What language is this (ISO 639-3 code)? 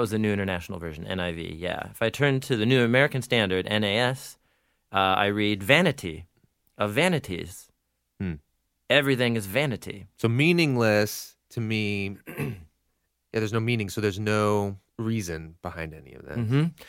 eng